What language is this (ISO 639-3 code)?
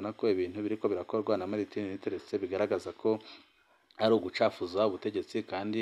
run